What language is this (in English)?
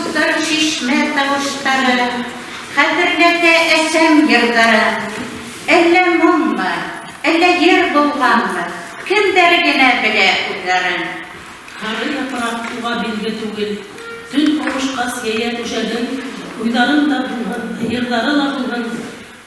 Bashkir